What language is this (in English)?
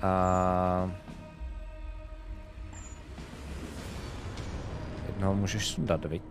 Czech